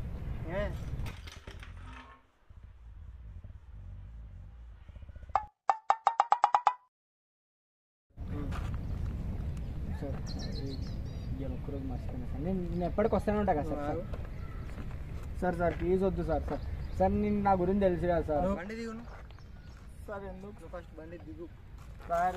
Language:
Telugu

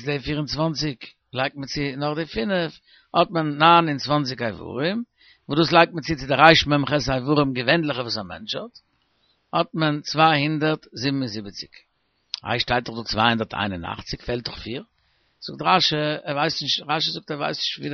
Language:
Yiddish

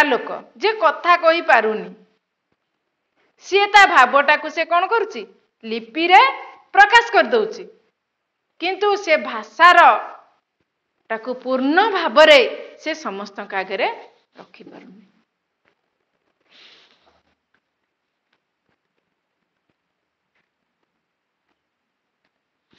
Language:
Odia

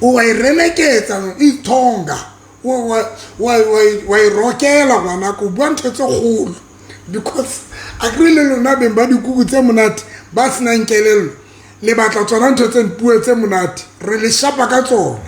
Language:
Southern Sotho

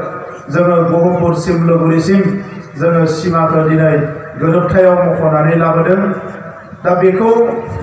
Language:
Bodo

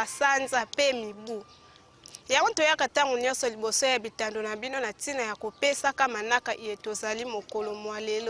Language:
Lingala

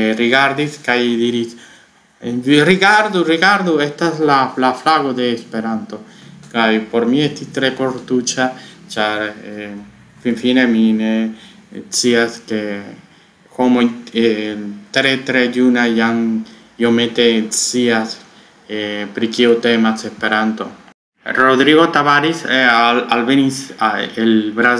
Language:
Esperanto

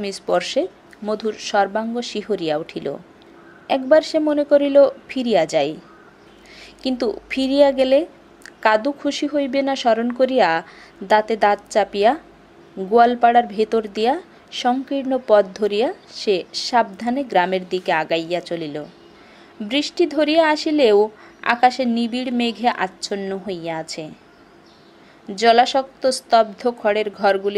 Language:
Bangla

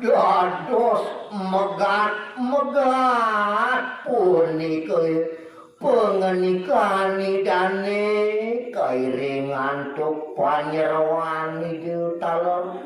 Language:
Balinese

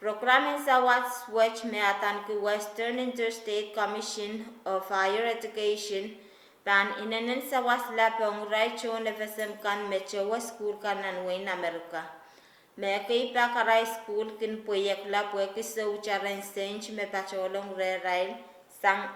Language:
Pohnpeian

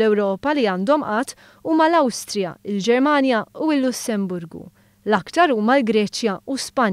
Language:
Maltese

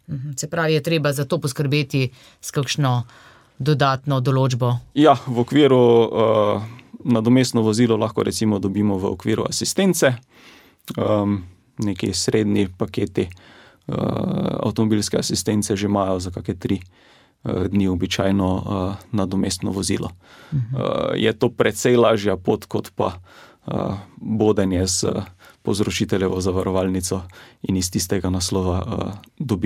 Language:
Slovenian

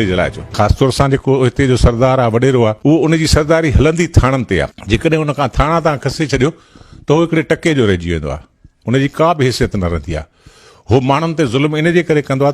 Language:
Sindhi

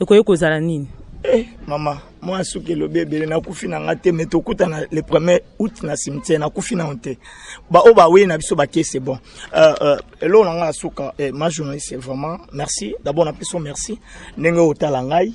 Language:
Lingala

